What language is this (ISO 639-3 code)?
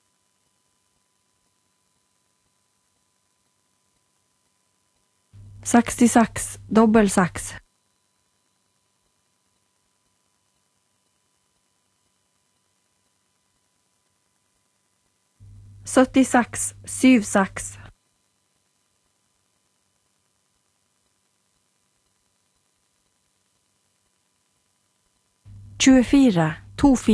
nor